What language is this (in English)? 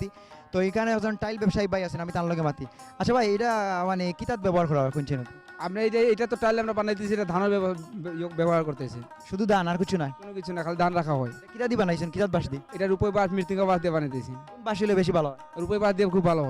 Sylheti